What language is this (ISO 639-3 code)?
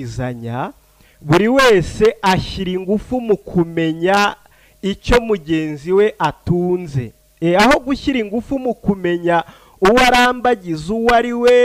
kin